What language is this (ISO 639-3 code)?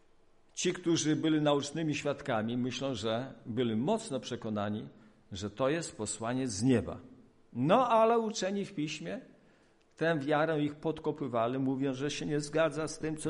pol